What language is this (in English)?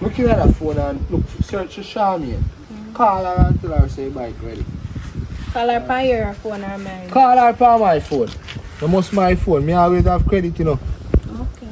Jamaican Creole English